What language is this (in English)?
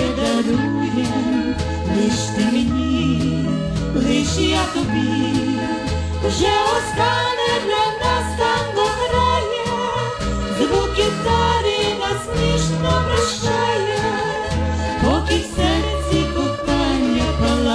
Ukrainian